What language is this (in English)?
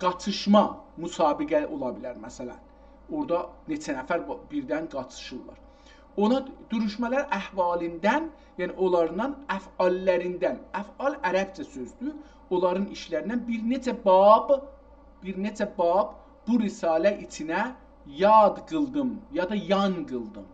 South Azerbaijani